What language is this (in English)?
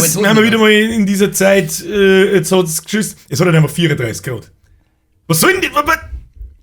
Bavarian